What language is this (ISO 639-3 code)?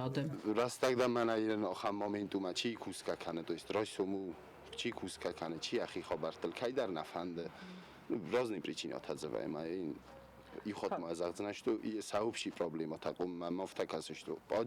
oss